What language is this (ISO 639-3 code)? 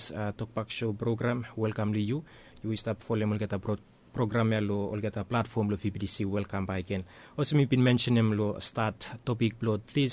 bis